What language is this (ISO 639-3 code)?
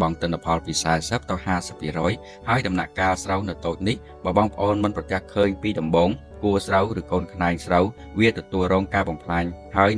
khm